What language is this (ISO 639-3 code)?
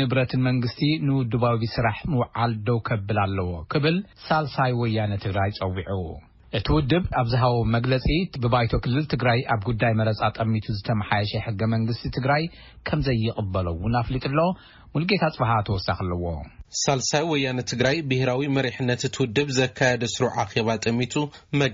tir